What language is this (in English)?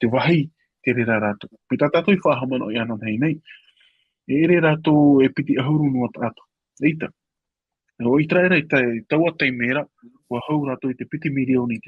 Tahitian